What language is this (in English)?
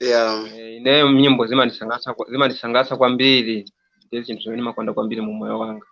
Nyanja